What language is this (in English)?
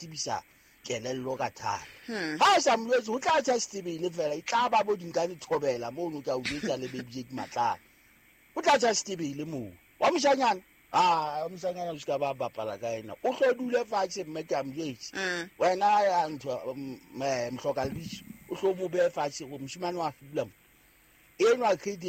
Southern Sotho